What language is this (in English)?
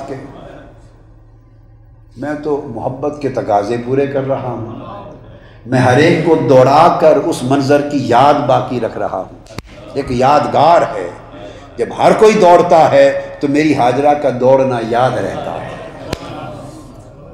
Urdu